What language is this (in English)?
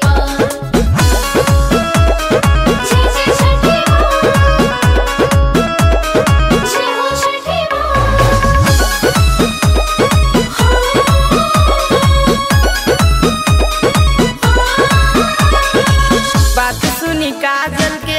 Bhojpuri